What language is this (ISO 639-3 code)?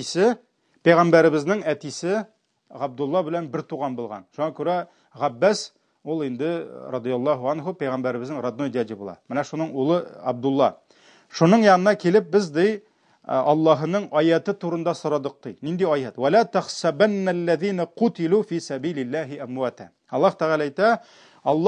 tat